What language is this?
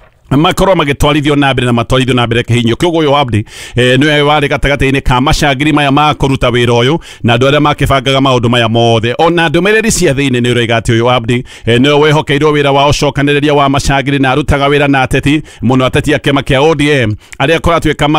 Kikuyu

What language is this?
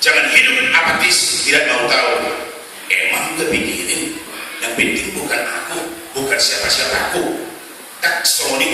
Batak Toba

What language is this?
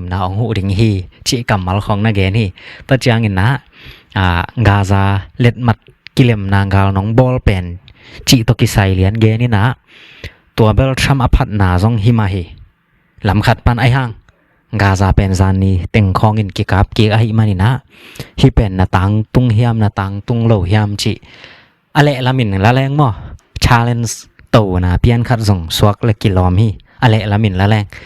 Tedim Chin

